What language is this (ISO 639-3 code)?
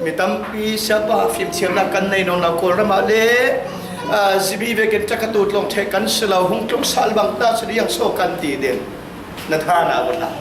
cfm